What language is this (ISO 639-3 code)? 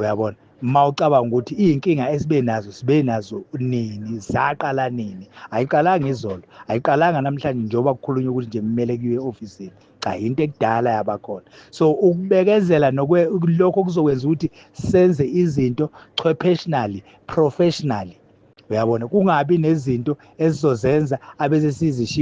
zul